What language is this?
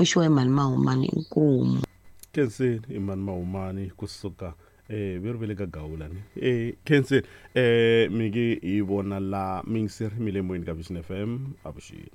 Tsonga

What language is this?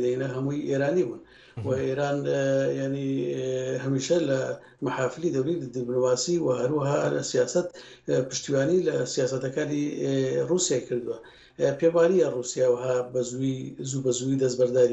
Central Kurdish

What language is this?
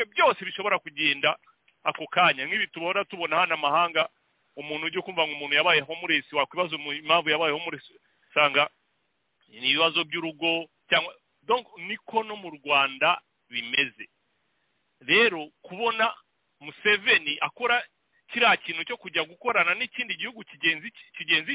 Kinyarwanda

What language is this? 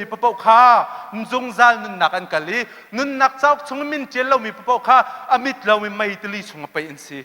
Hakha Chin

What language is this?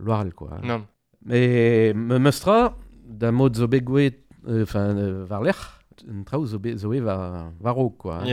Breton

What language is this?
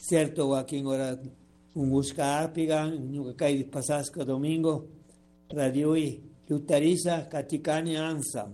Chimborazo Highland Quichua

